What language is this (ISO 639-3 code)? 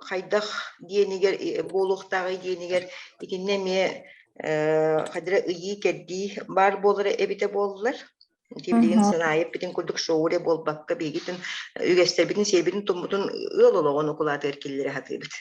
sah